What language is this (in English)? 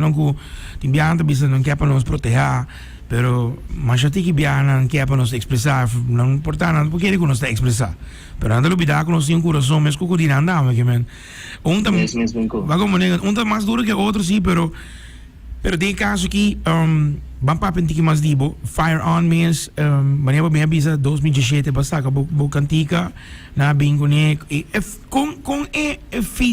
Papiamento